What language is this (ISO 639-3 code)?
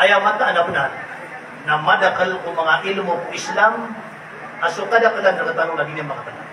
mrw